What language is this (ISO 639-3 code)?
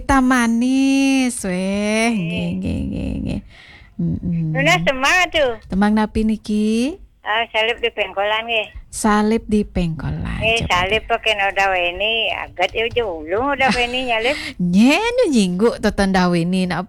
ban